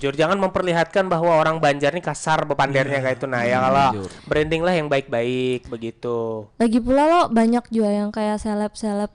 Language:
Banjar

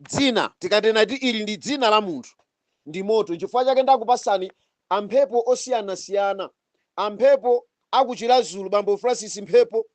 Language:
Nyanja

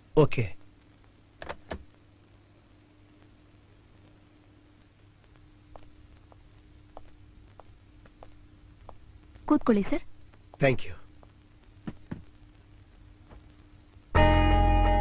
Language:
Kannada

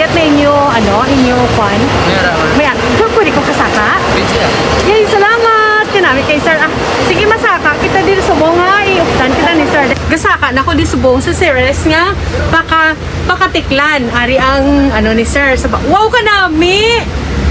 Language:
Hiligaynon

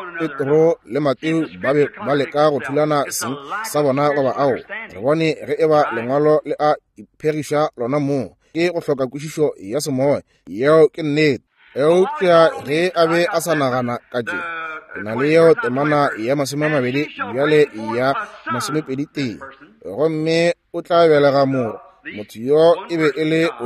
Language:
Northern Sotho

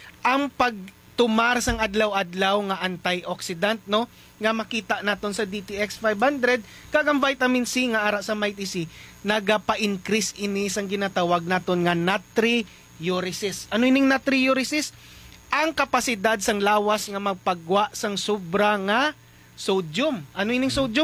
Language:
Hiligaynon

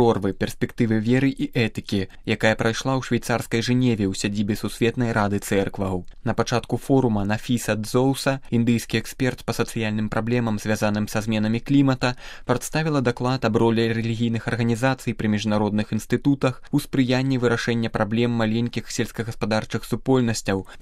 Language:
Belarusian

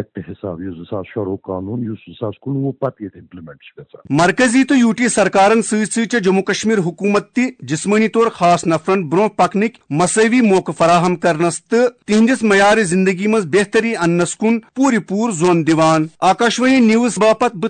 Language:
Kashmiri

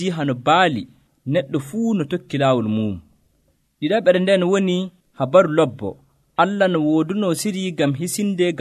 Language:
Nigerian Fulfulde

